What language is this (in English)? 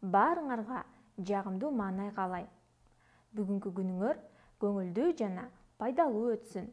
Kyrgyz